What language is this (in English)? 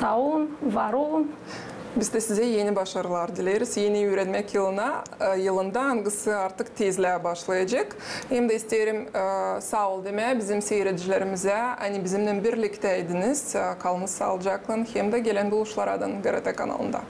Gagauz